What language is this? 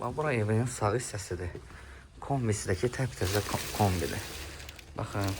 Azerbaijani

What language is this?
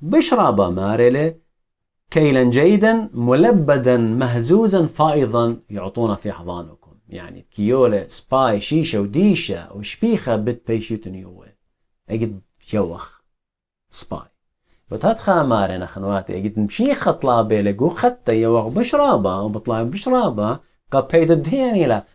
Assyrian Neo-Aramaic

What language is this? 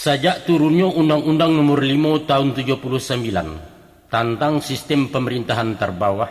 Minangkabau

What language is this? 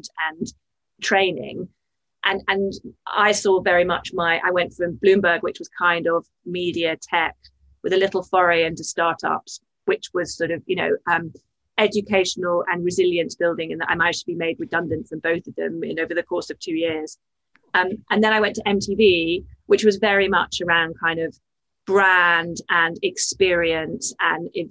English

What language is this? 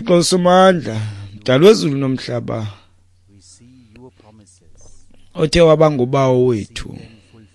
Xhosa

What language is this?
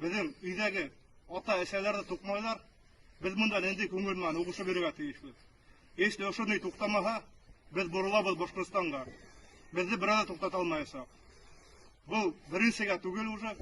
Bashkir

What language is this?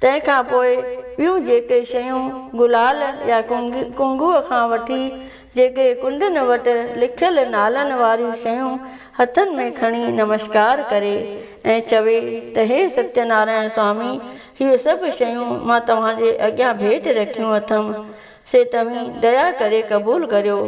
Sindhi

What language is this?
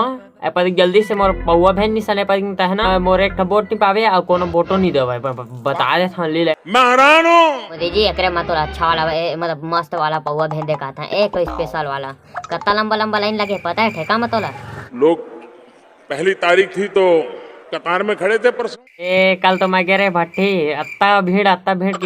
Chhattisgarhi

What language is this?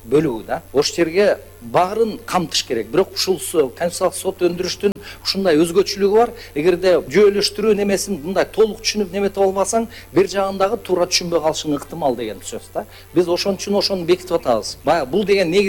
Kyrgyz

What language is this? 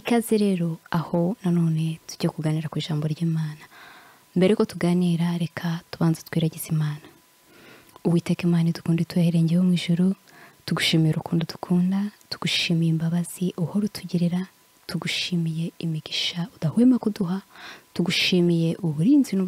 Kinyarwanda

